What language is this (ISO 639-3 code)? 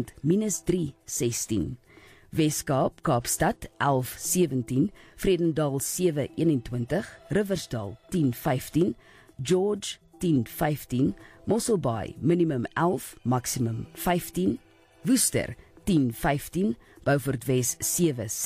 afr